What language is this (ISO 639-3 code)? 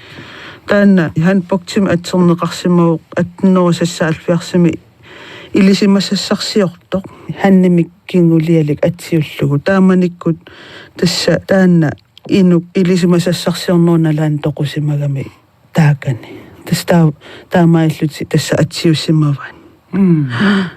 kal